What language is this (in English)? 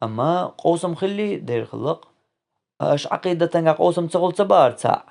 Chechen